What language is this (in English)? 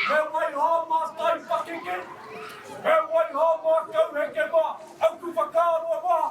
Māori